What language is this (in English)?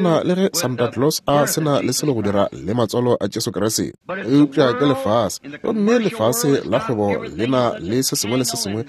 Northern Sotho